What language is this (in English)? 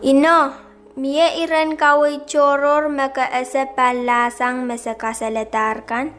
Pohnpeian